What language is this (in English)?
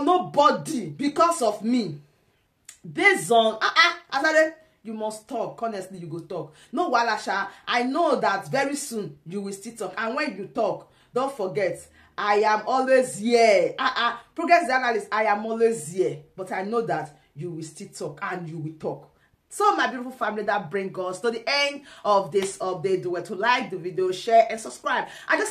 Nigerian Pidgin